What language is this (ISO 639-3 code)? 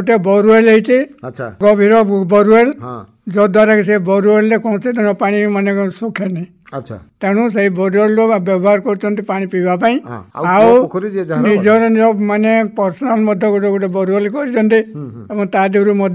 ori